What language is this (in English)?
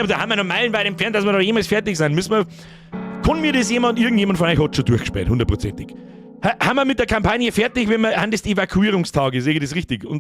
Bavarian